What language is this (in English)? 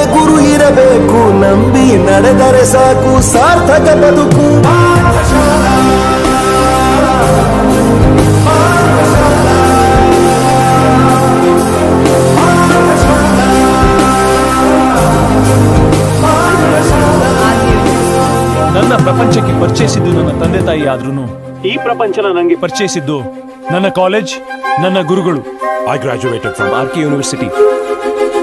Kannada